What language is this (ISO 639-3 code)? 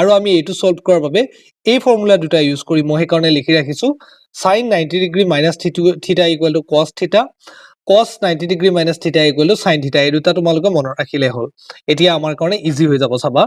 asm